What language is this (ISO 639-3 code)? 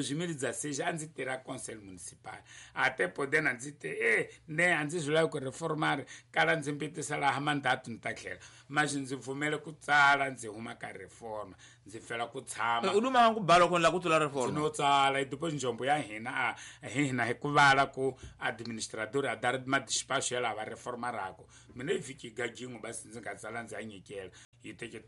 tso